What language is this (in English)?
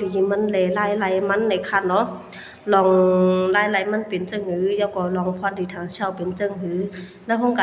Shan